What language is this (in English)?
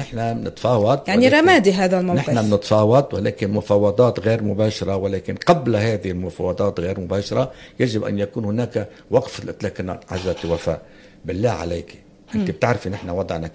North Levantine Arabic